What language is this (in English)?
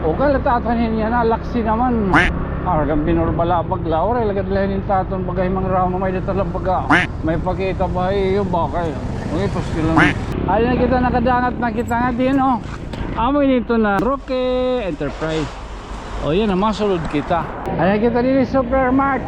Waray